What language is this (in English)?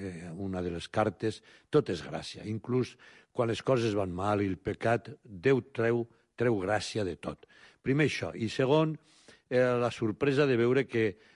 Catalan